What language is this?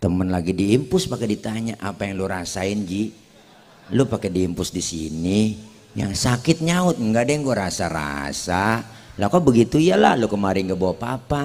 Betawi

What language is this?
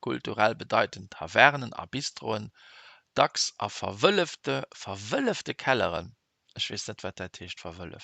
Luxembourgish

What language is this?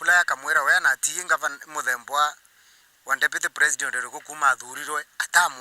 Meru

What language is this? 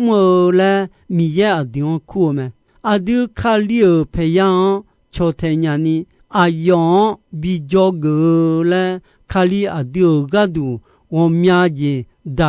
Akha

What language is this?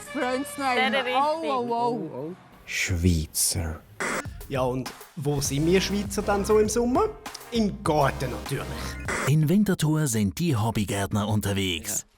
Swiss German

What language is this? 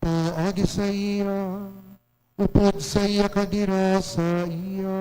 Hiligaynon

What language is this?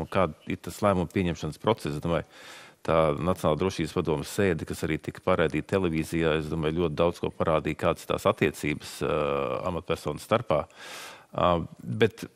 Latvian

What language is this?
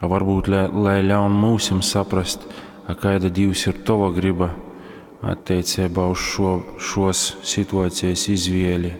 Latgalian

